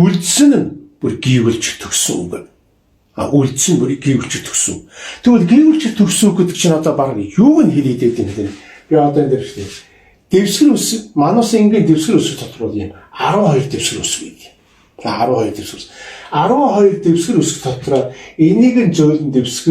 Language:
Mongolian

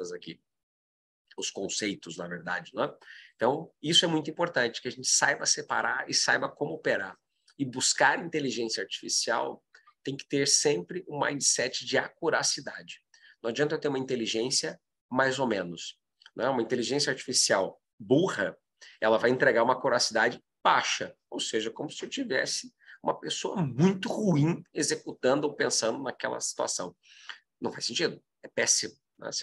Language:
Portuguese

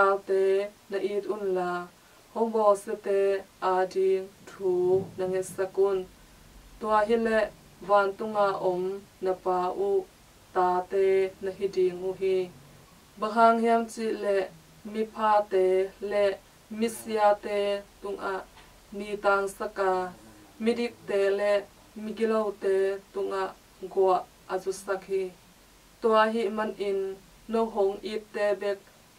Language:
Tedim Chin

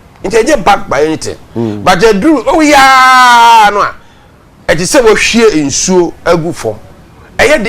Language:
Akan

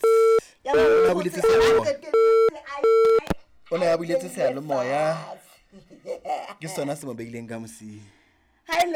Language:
Southern Sotho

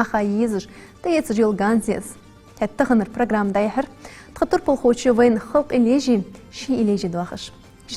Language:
Ingush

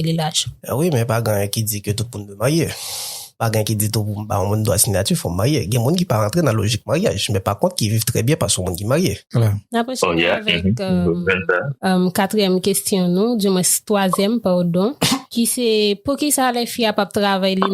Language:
Haitian Creole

